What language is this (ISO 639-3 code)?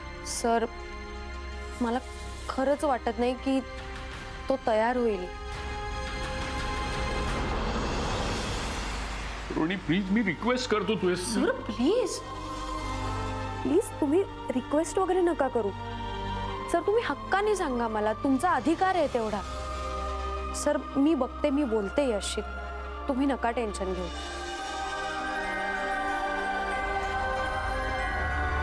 mar